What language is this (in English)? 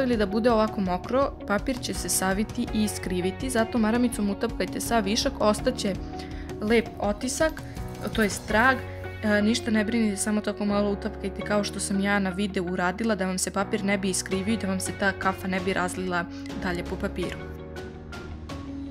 Serbian